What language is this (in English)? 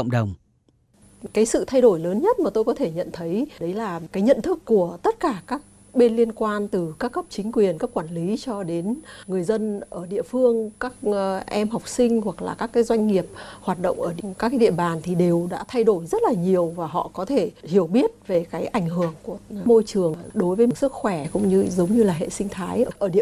Vietnamese